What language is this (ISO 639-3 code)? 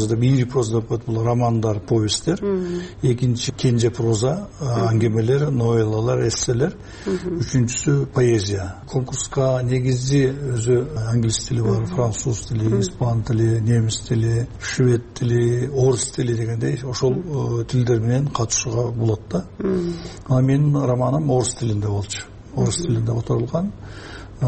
kir